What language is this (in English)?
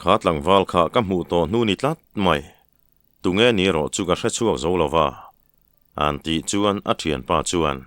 Mizo